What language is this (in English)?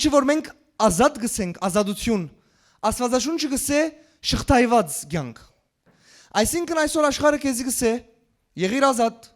Western Armenian